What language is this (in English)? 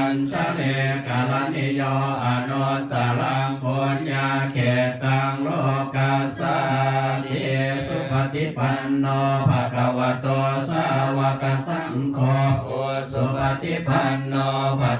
Pali